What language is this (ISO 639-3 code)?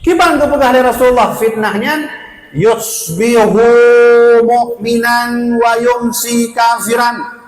ace